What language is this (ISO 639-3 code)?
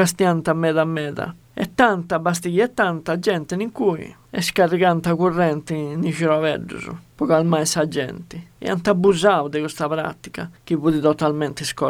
srd